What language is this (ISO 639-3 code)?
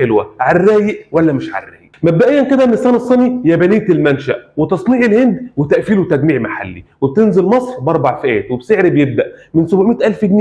arz